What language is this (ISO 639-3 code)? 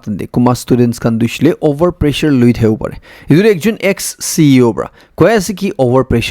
nag